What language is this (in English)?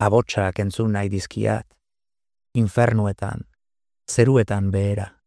Basque